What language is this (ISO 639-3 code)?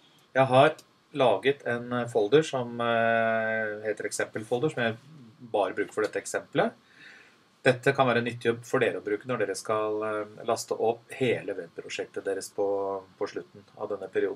nor